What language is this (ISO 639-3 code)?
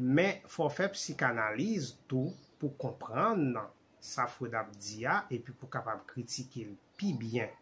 hat